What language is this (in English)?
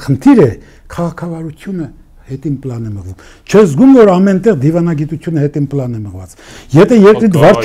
Armenian